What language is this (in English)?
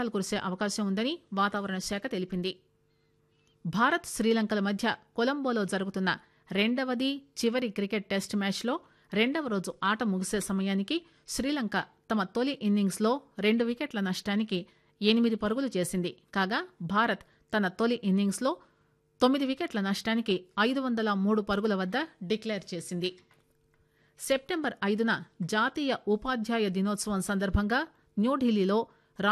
Telugu